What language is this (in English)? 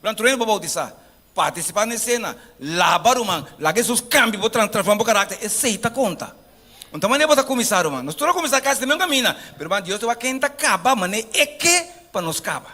Papiamento